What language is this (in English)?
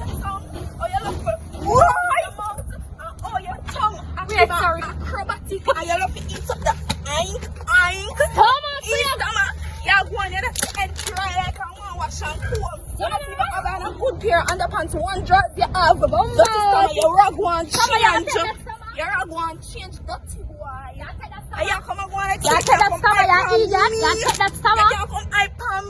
Jamaican Creole English